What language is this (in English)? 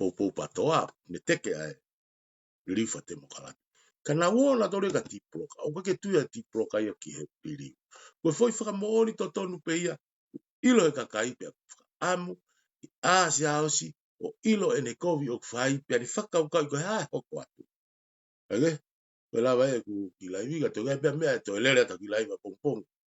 Tongan